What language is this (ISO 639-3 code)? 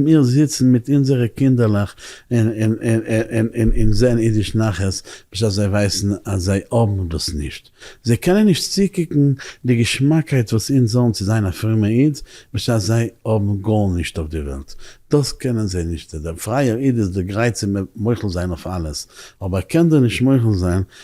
yid